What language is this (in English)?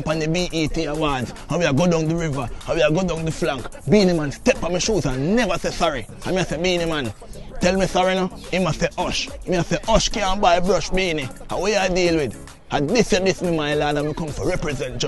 Jamaican Creole English